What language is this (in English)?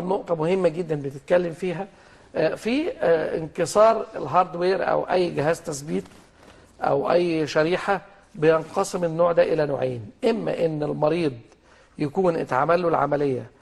Egyptian Arabic